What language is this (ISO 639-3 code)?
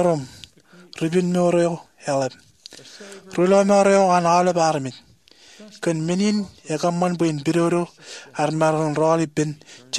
mah